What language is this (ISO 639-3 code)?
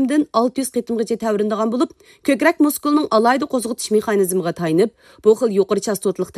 uig